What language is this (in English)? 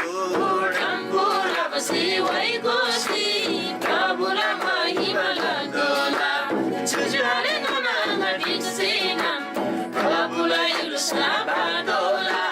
Eastern Tamang